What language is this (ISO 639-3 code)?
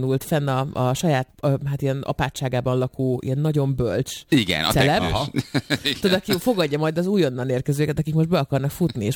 hun